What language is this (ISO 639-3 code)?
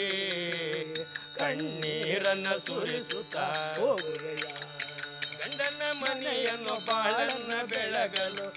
kan